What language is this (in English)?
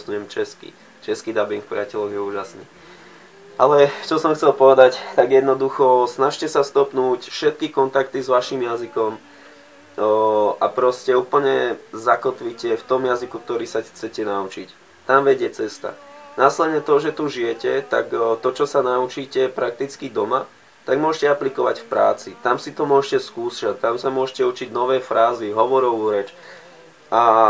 Slovak